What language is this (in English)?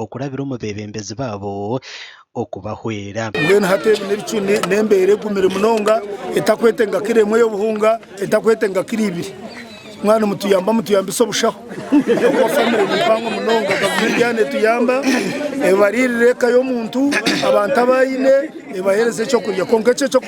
Nyankole